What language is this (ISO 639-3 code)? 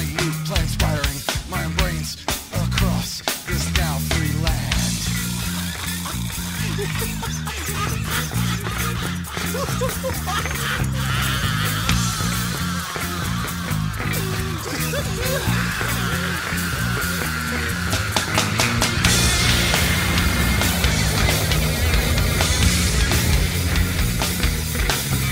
slk